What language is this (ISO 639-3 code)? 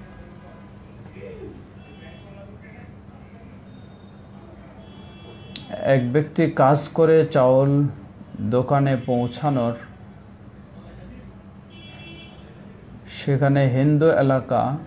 ben